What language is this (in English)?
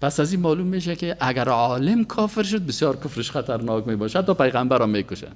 Persian